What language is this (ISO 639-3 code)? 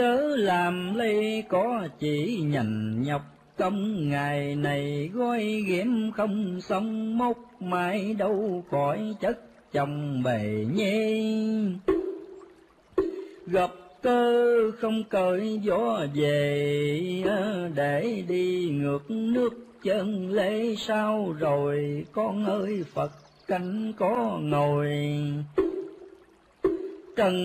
vie